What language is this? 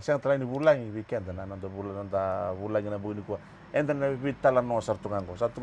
Fijian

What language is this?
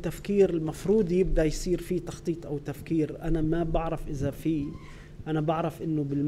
North Levantine Arabic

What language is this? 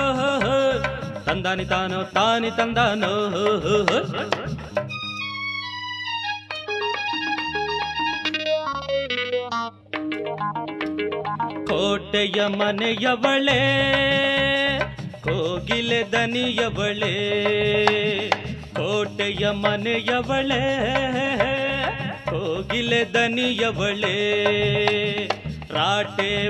Kannada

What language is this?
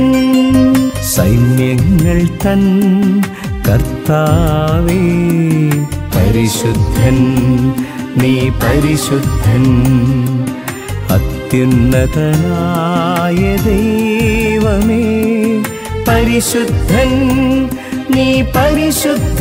Malayalam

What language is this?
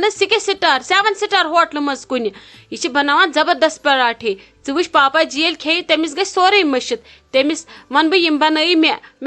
Kashmiri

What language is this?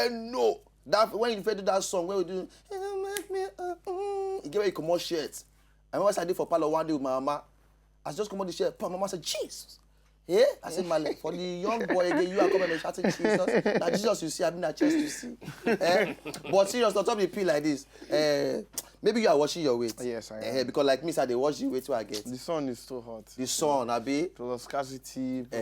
Nigerian Pidgin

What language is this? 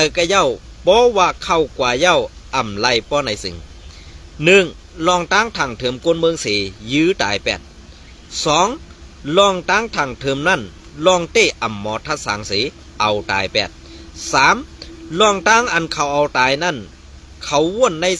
Shan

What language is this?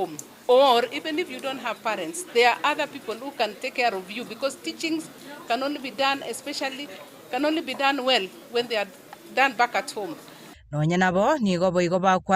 Gusii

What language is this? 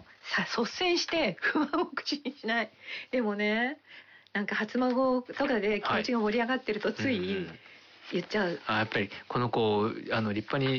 Japanese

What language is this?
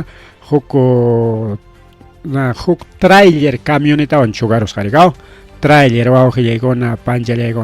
Ayacucho Quechua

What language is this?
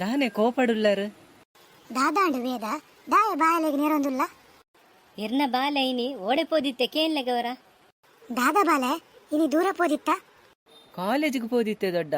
Tulu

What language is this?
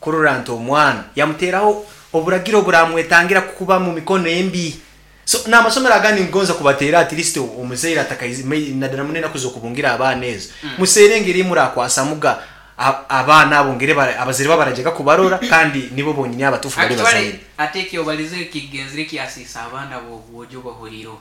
Nyankole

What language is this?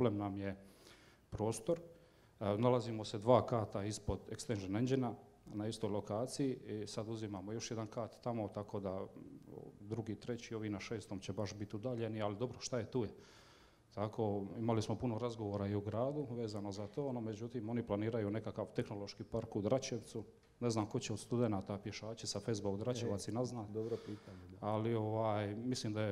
Croatian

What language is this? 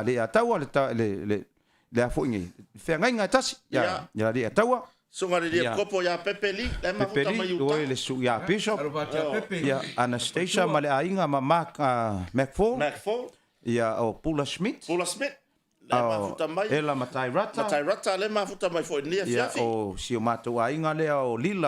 Samoan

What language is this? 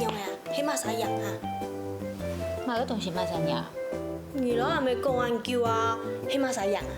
Hakka Chinese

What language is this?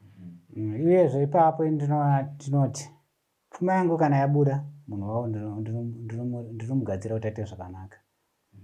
Shona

